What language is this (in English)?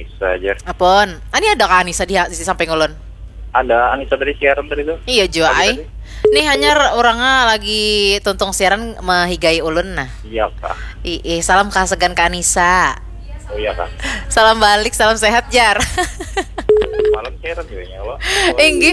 Banjar